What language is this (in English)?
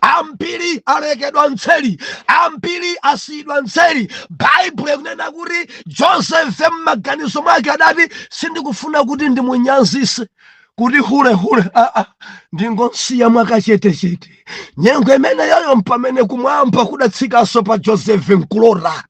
Nyanja